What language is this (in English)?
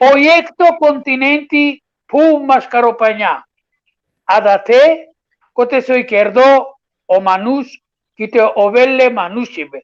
Balkan Romani